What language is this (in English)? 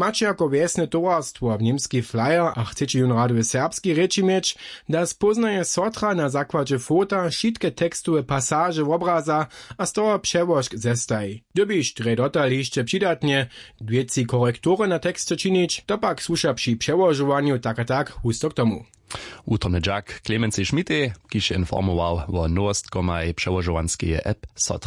Upper Sorbian